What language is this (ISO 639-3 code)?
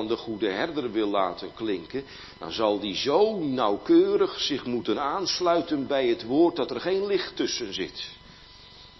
nld